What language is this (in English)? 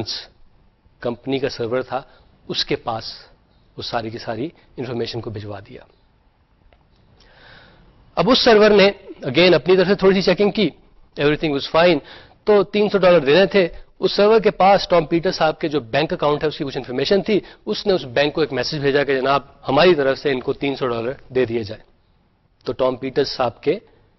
Urdu